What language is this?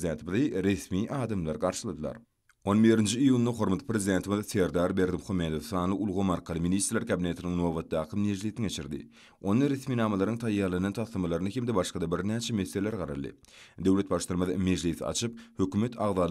Turkmen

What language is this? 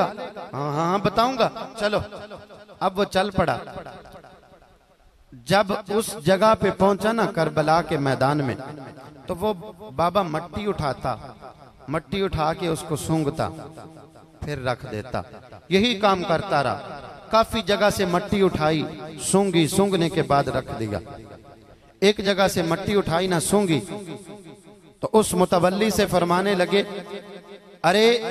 Hindi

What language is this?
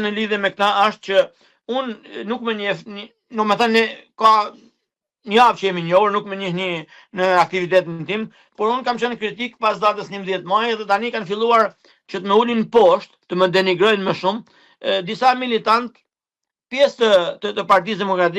Albanian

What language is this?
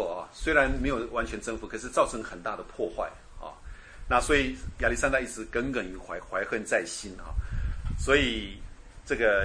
Chinese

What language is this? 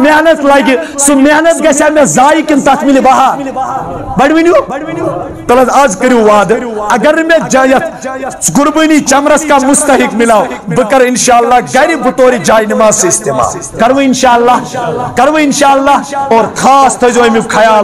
Kashmiri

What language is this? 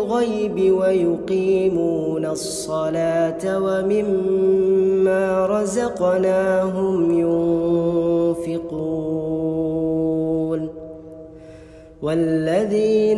Arabic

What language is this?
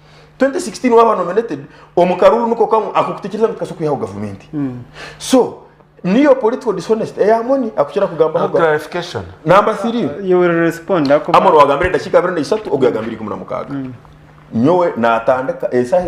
Nyankole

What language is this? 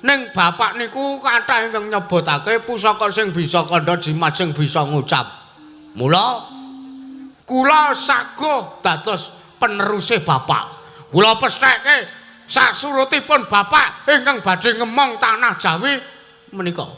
Javanese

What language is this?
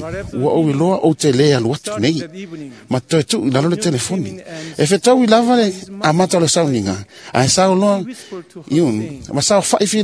Samoan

